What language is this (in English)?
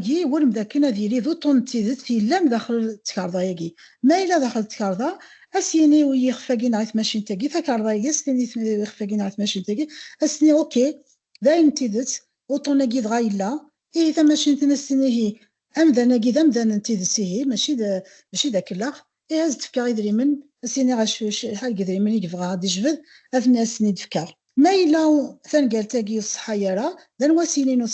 Kabyle